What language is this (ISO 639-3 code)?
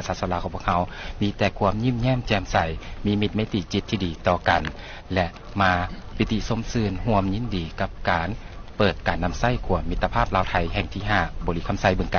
lao